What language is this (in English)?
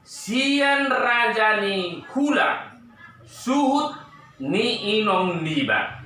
Batak Toba